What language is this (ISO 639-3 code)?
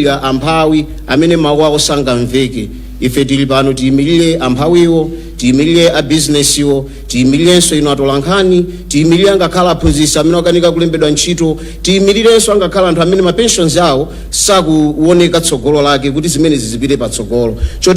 nya